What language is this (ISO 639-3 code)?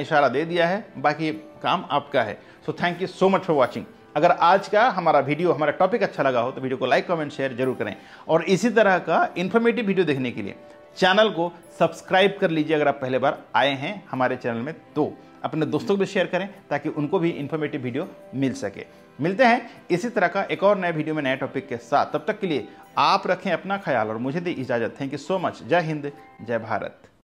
hin